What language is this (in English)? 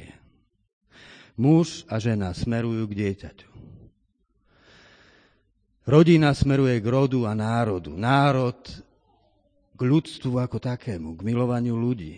Slovak